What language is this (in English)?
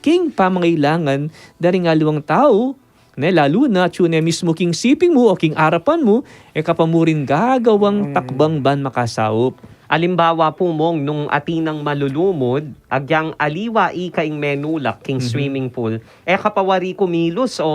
Pampanga